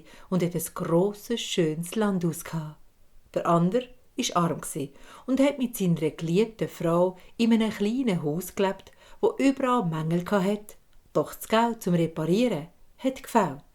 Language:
Swiss German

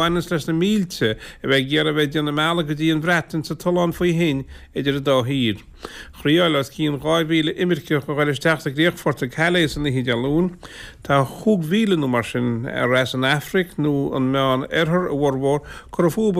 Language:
Irish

